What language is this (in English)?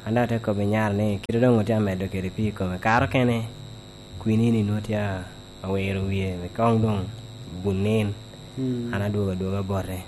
Lango (Uganda)